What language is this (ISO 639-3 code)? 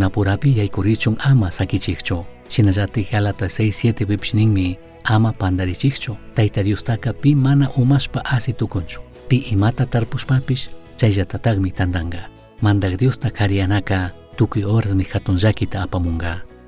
qug